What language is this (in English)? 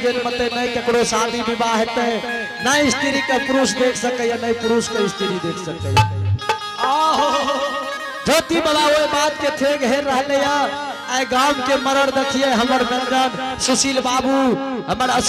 Angika